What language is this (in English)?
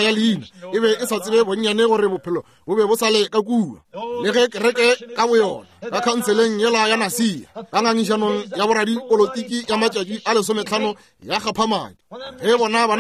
Northern Sotho